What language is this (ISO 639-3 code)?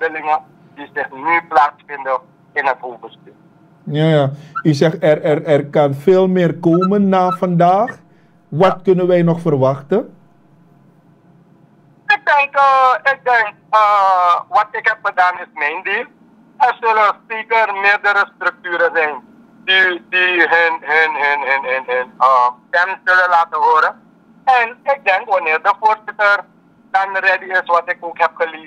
nld